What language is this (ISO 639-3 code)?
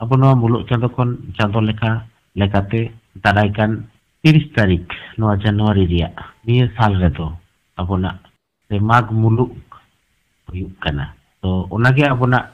sat